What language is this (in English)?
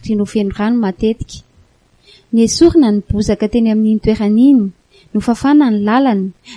Malagasy